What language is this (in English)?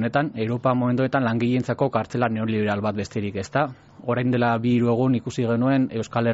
Basque